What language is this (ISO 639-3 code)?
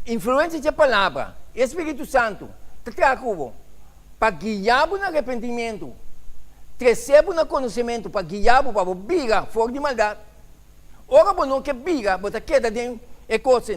pap